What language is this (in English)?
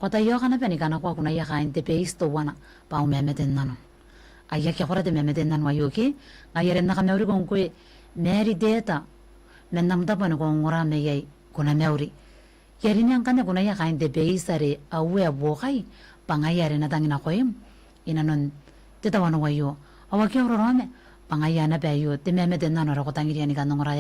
Gilbertese